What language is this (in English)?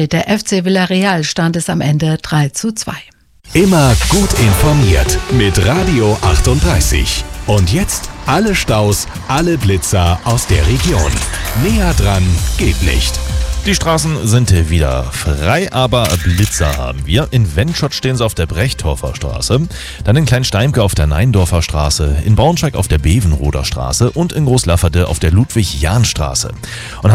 German